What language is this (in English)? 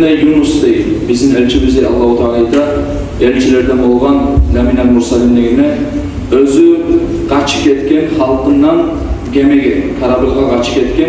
Kumyk